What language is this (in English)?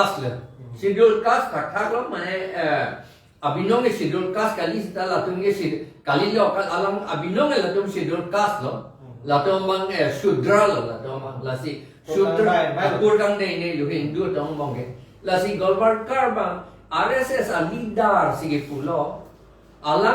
Karbi